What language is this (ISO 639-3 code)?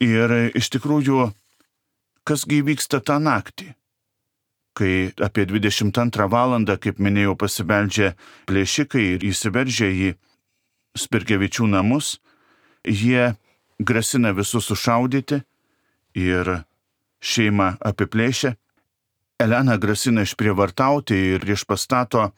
lit